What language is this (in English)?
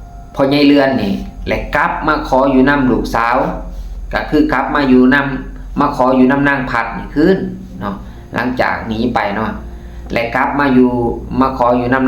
Lao